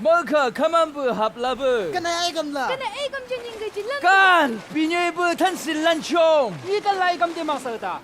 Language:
Chang Naga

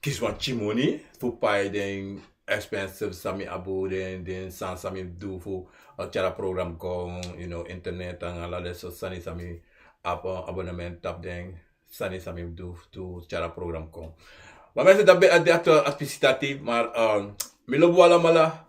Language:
Sranan Tongo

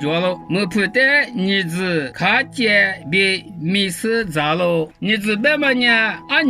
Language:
Lisu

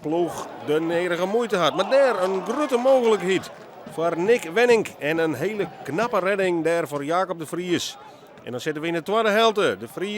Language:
Western Frisian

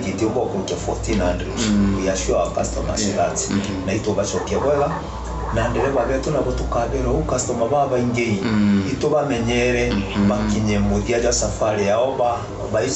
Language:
Meru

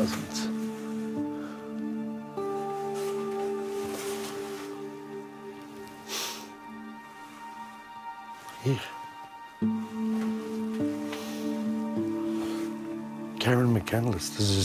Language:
Dutch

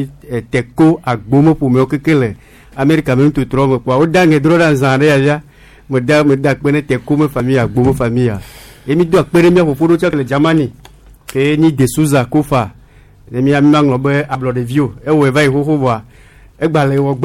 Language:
Gen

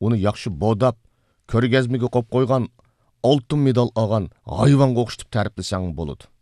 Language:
Uyghur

